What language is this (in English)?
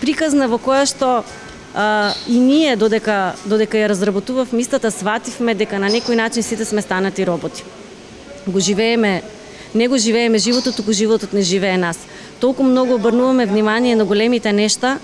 Macedonian